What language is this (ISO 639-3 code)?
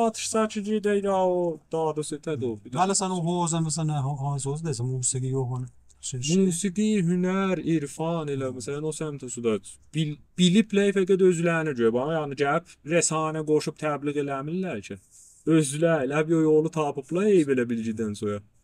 azb